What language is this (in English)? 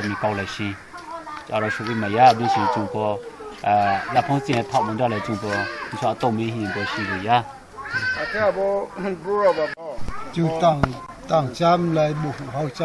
Riang (India)